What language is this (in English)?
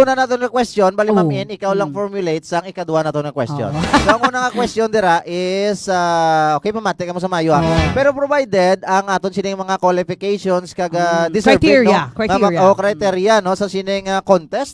Hiligaynon